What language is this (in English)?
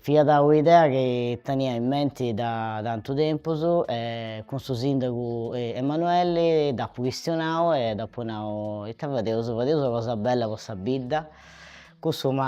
Sardinian